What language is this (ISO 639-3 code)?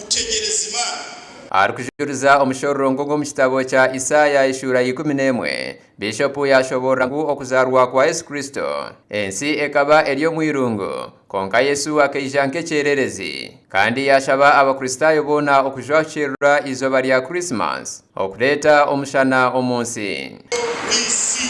nyn